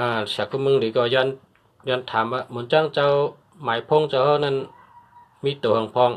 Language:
Shan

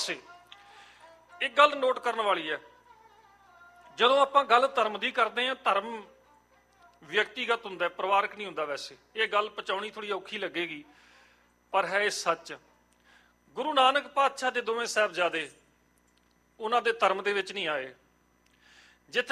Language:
Punjabi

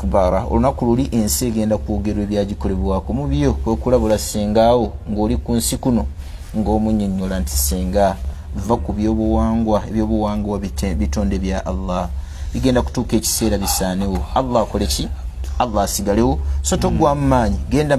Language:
Ganda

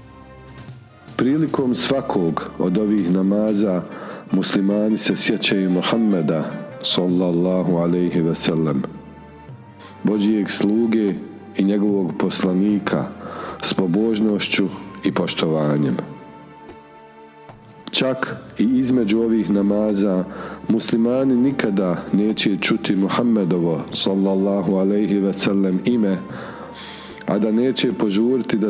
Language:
Bosnian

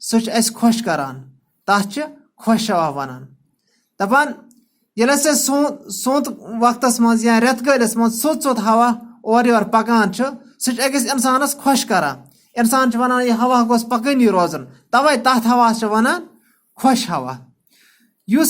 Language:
Kashmiri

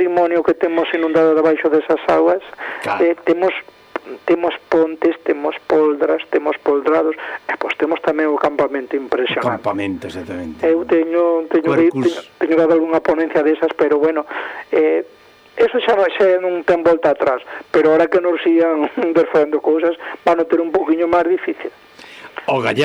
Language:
Galician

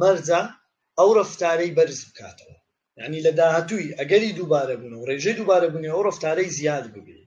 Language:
Central Kurdish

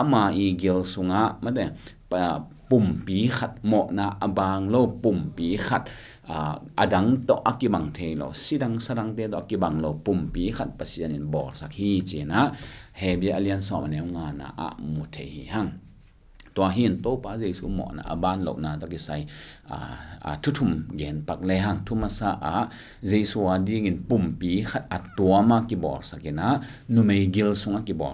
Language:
Tedim Chin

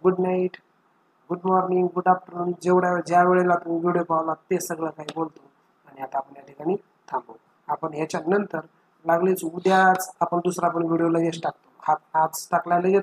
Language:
Marathi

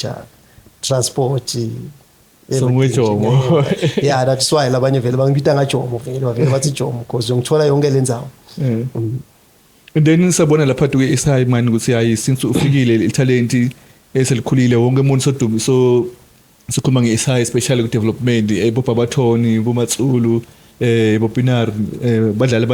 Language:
Swati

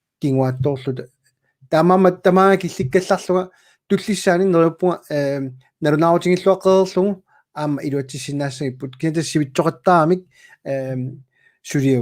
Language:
Kalaallisut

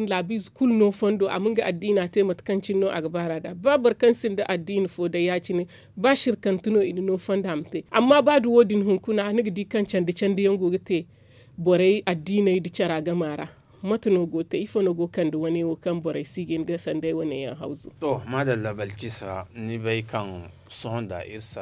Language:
Zarma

